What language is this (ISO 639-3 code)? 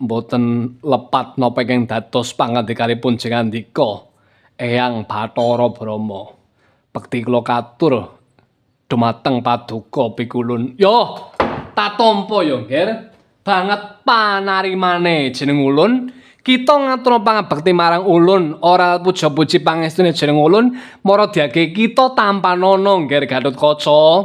jav